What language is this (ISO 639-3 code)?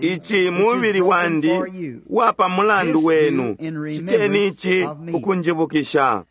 bem